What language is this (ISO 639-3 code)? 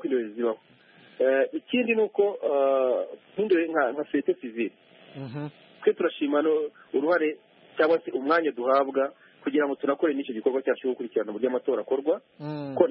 kin